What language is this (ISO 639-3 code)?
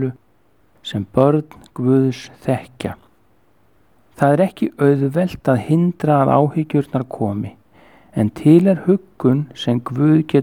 isl